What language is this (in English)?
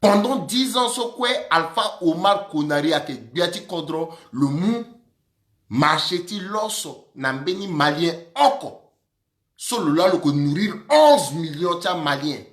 Sango